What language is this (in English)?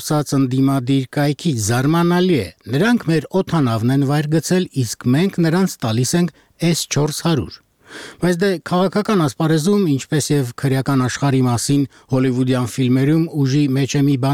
Armenian